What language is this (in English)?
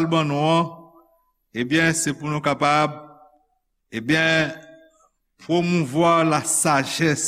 Haitian Creole